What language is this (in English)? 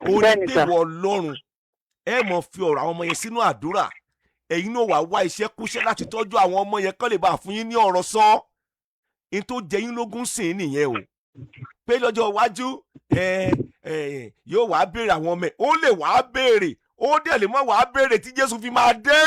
Yoruba